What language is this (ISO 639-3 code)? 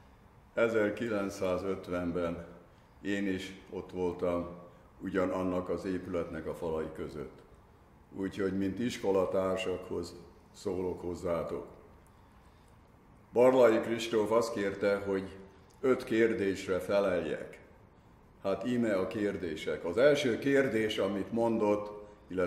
hun